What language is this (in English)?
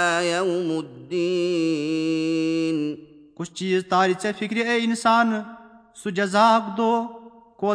Kashmiri